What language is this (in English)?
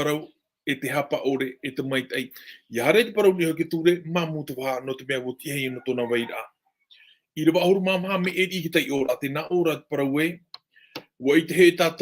Tahitian